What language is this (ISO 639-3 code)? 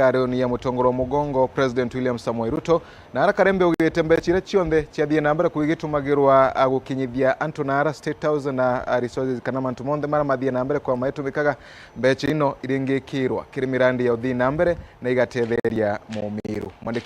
mer